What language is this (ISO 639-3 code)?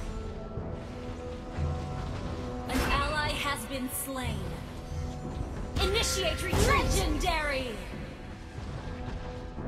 eng